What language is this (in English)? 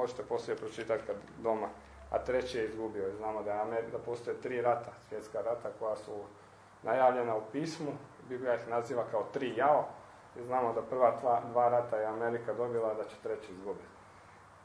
Croatian